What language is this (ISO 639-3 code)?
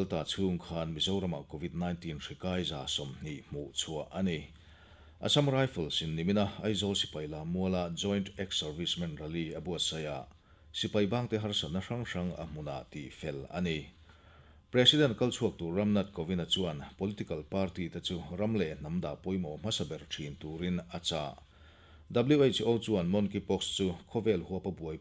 lus